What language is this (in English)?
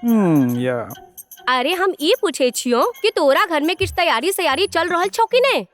Maithili